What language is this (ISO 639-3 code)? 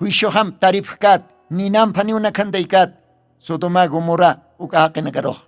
aym